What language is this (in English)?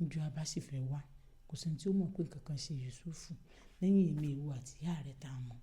Yoruba